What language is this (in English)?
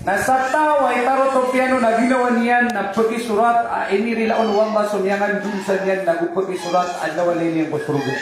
Maranao